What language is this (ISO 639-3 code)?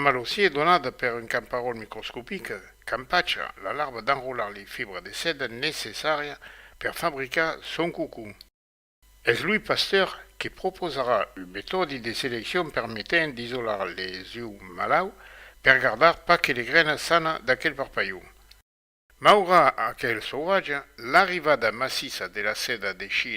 oci